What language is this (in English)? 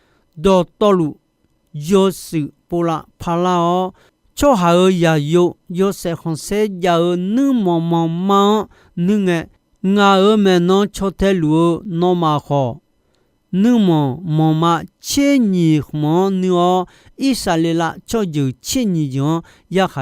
Akha